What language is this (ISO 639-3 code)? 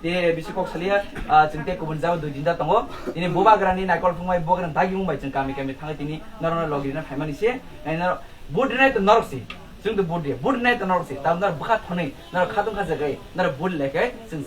trp